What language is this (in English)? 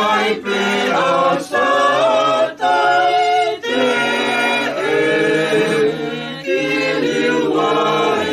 Tongan